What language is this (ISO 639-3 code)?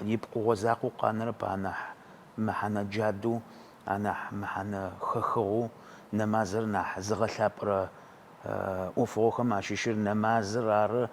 ady